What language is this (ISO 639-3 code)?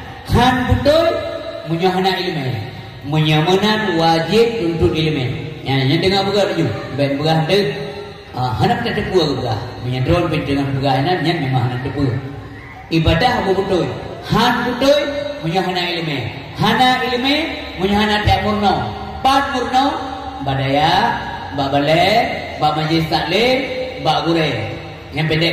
ace